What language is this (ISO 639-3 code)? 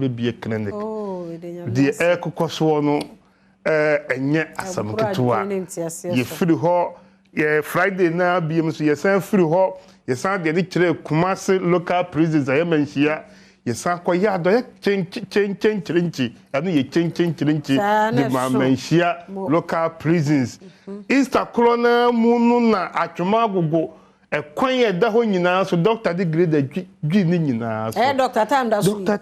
aka